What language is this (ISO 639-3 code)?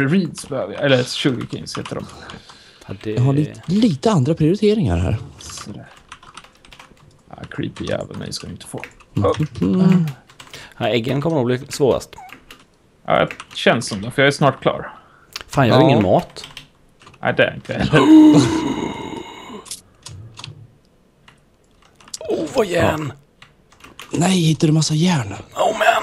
swe